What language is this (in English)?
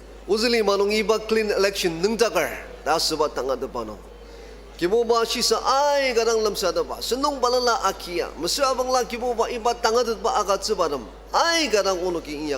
Ao Naga